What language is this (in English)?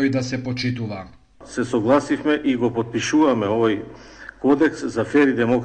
Macedonian